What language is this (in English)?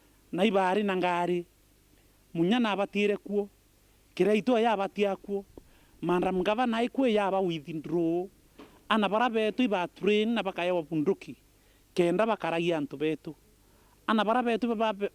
Meru